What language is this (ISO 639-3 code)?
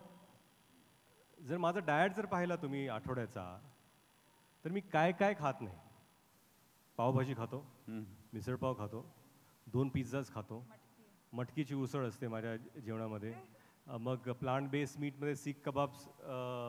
mar